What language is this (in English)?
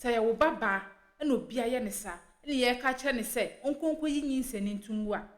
Akan